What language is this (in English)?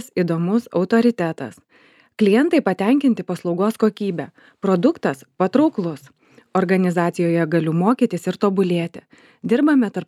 Lithuanian